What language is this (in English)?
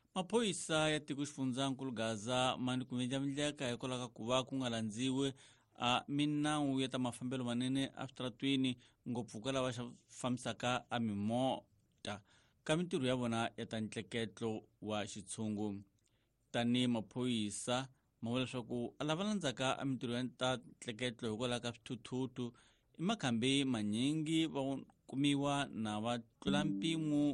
Tsonga